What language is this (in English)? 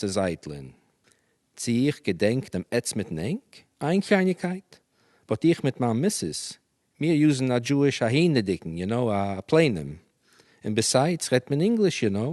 Yiddish